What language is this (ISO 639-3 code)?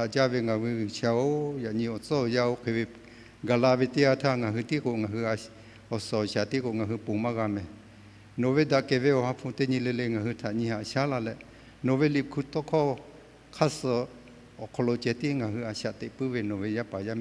lhu